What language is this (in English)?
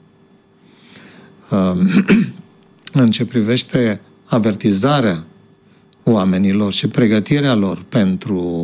Romanian